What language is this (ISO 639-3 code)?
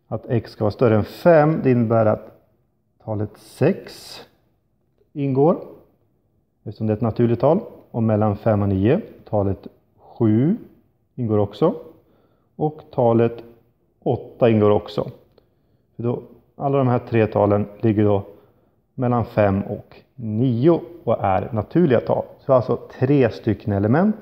swe